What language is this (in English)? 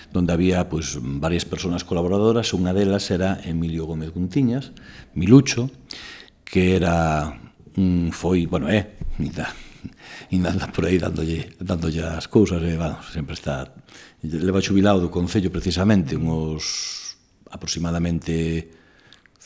Galician